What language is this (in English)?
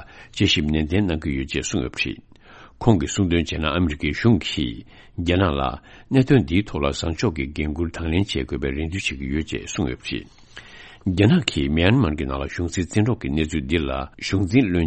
Tibetan